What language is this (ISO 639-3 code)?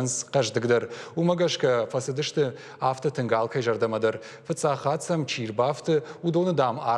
oss